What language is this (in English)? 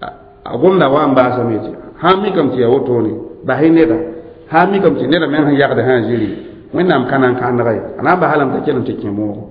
Mossi